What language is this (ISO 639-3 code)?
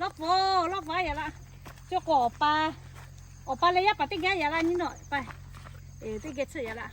lhu